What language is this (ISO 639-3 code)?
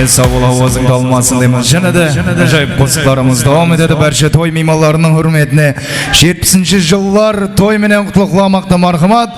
kaa